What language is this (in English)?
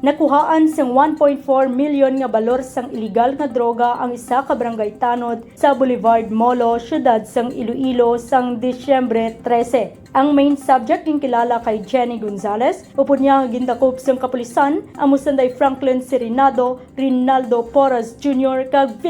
Hiligaynon